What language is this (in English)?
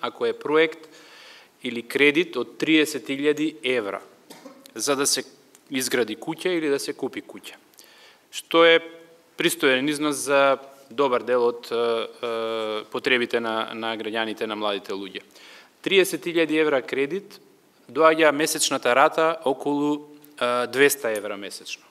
Macedonian